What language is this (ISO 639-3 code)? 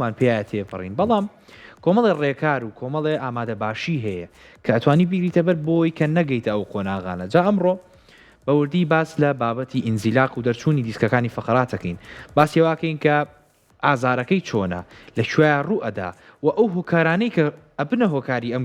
ckb